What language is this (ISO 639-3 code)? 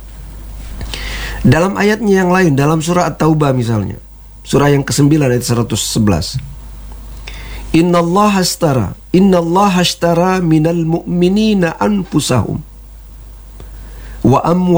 ind